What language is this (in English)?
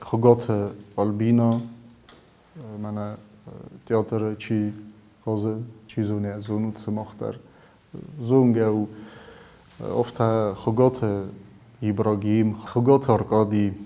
Ossetic